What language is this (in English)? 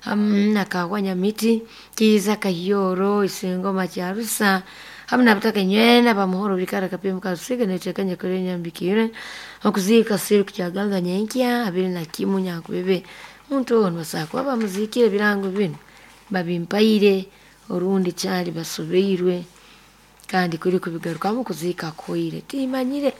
Nyoro